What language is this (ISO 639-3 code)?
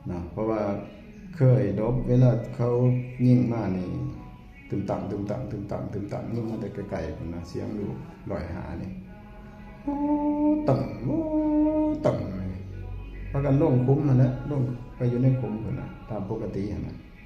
tts